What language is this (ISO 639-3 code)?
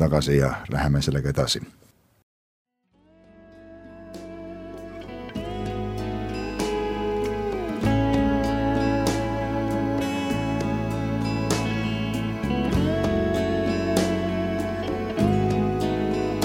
est